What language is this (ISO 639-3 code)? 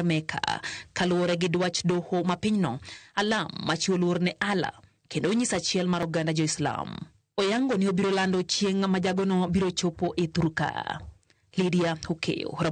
luo